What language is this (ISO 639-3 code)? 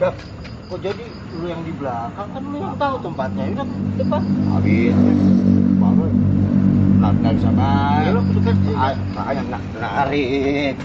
bew